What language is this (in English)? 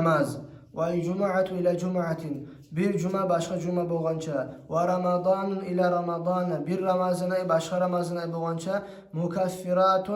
Kumyk